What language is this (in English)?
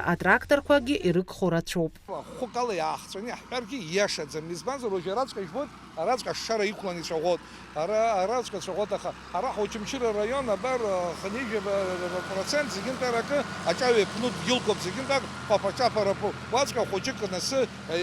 Abkhazian